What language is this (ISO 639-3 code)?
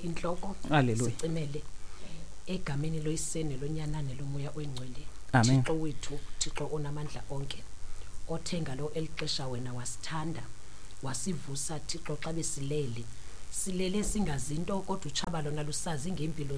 xho